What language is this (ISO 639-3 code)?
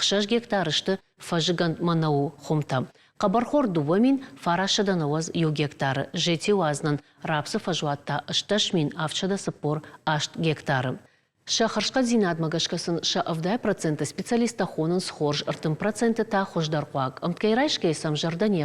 oss